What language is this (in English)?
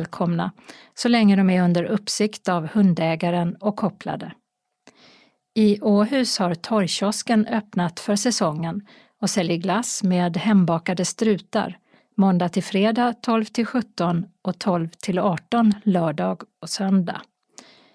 Swedish